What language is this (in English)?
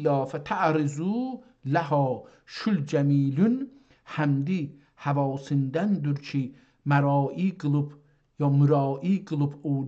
South Azerbaijani